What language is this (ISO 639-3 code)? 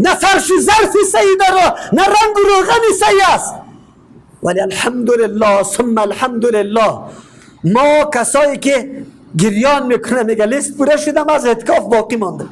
fas